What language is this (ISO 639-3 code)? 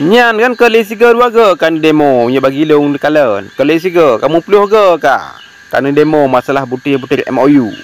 ace